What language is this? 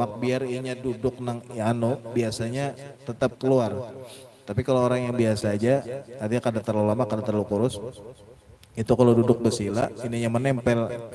Banjar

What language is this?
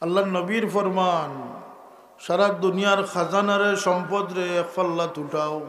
Sylheti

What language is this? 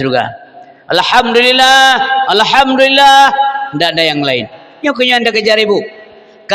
Achinese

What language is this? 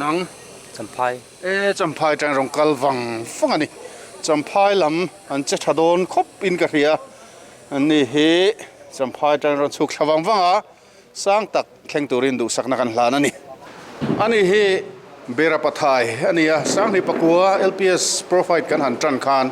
Mizo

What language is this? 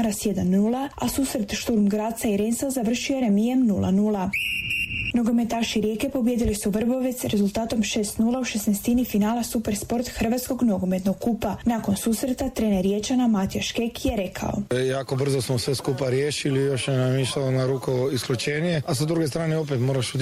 Croatian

